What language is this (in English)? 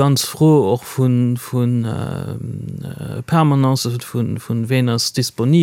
Luxembourgish